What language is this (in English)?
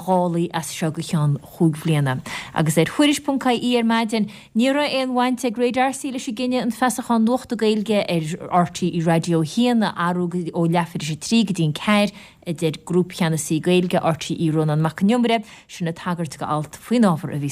Irish